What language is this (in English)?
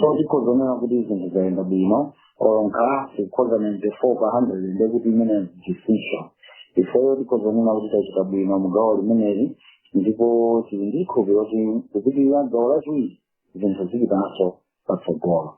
Nyanja